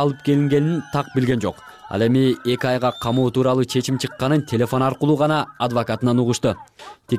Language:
Kyrgyz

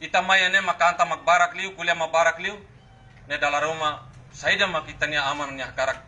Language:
Tetum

